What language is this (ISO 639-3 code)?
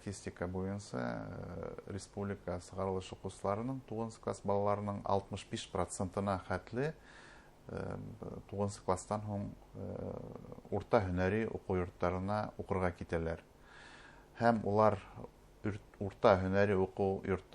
bak